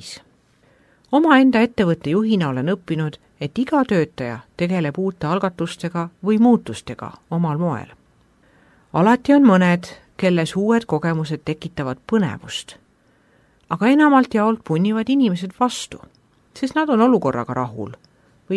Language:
Estonian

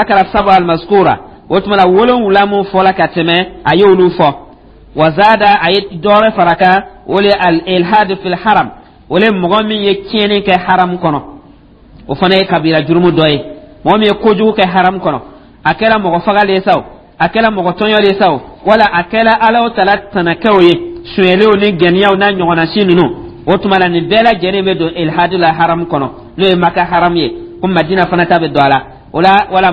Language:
Dyula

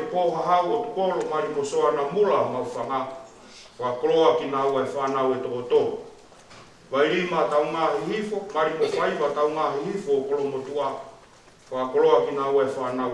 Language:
Tongan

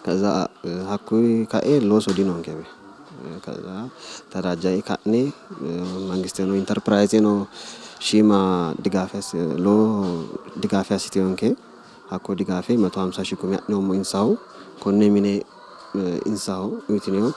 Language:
Sidamo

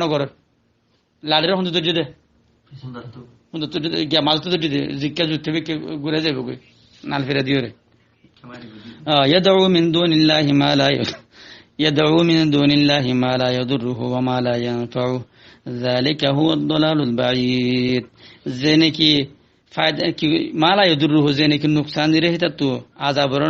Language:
Rohingya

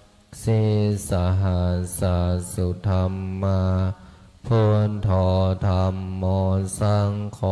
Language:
Pali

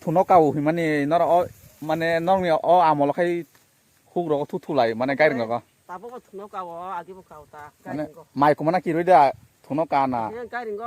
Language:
Kok Borok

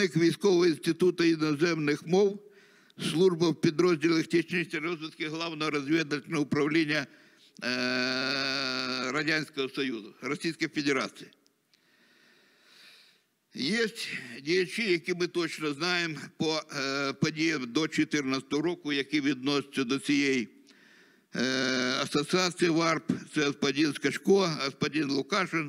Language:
Ukrainian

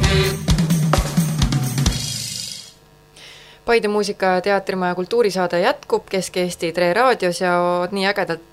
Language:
Estonian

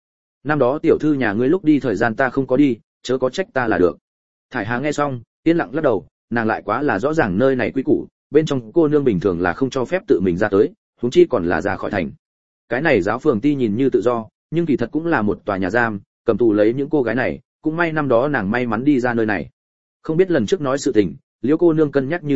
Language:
Vietnamese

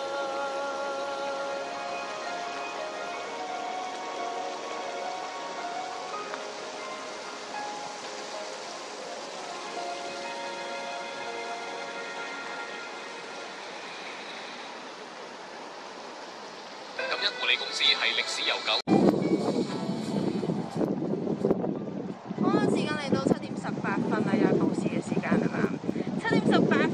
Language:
Cantonese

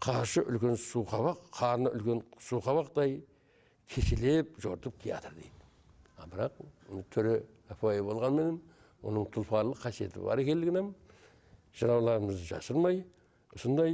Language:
Kara-Kalpak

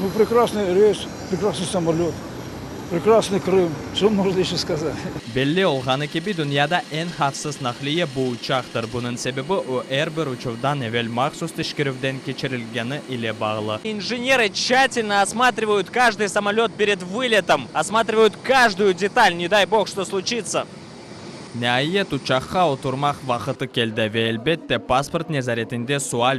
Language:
Crimean Tatar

